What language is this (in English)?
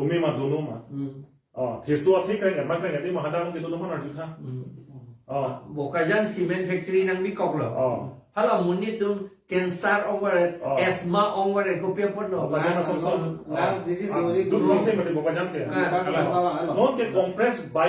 Karbi